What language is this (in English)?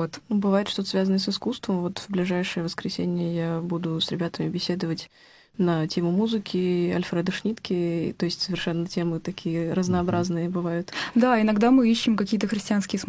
Russian